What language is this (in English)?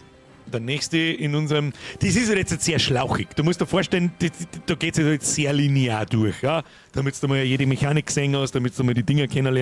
Bavarian